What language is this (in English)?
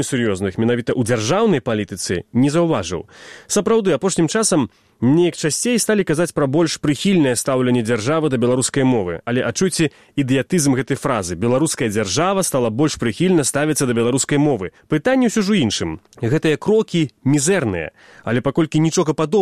Belarusian